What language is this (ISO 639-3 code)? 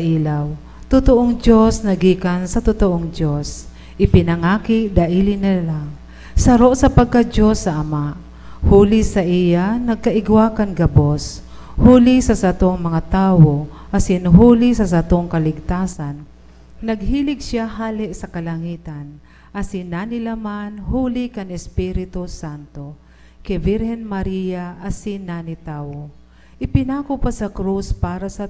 bik